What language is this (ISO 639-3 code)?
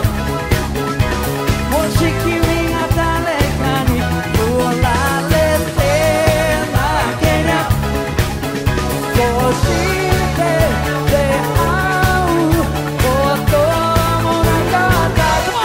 jpn